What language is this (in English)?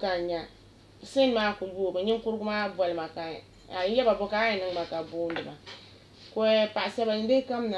Dagbani